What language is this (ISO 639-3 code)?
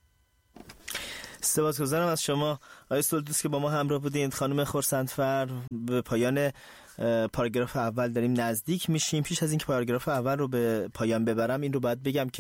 fas